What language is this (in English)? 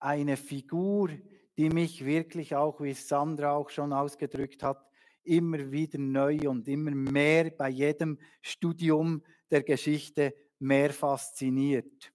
Swiss German